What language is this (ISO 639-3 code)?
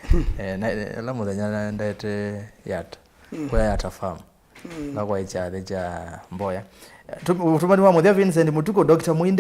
kam